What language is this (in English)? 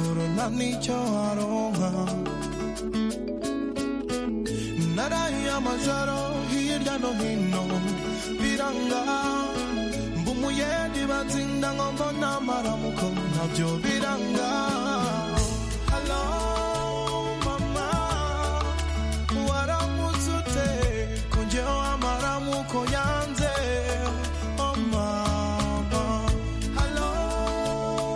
Kinyarwanda